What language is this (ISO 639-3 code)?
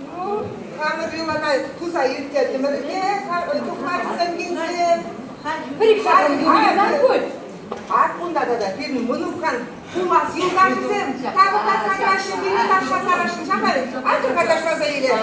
chv